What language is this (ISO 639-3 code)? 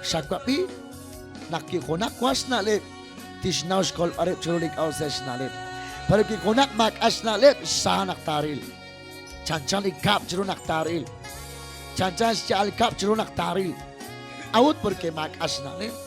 kek